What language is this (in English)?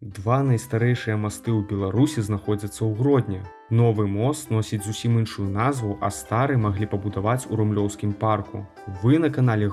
Belarusian